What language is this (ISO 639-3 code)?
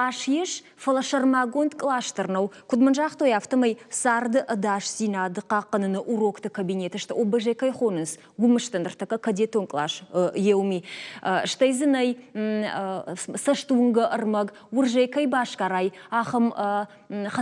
oss